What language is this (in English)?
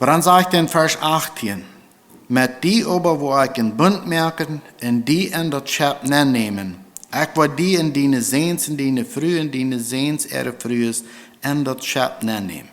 Plautdietsch